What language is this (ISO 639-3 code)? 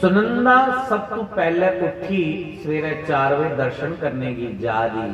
doi